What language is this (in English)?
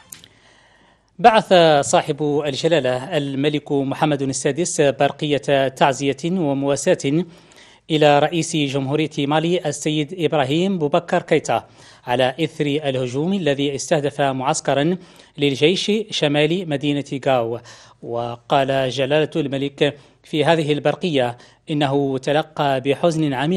Arabic